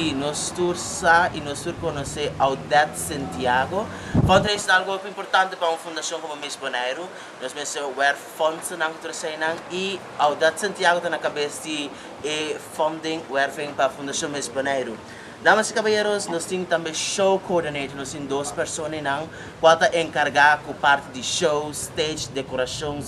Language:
Papiamento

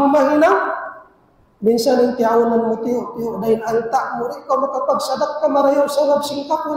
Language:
Tausug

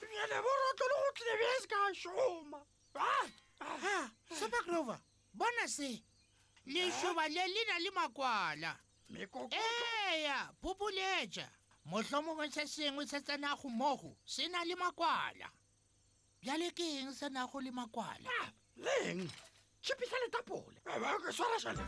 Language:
Northern Sotho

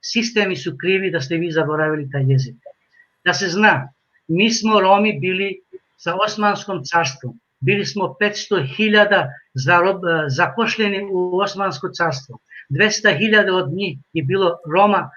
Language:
Balkan Romani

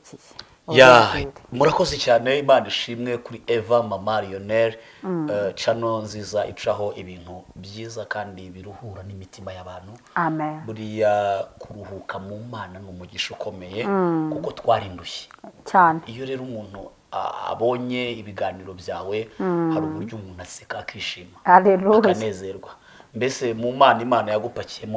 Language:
Kinyarwanda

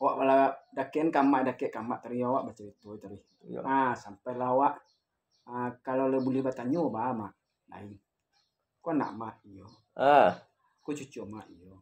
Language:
Minangkabau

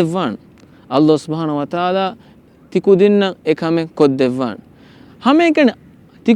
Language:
Divehi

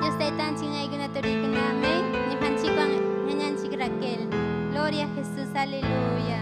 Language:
Ayacucho Quechua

